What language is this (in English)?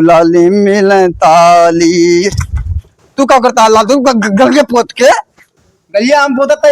Awadhi